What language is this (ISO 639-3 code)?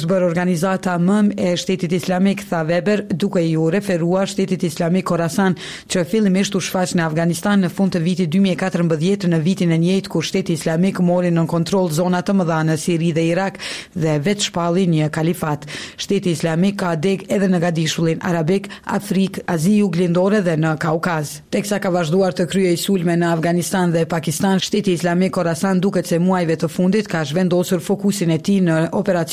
sqi